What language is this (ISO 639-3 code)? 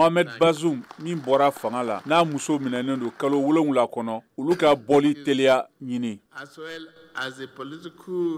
bam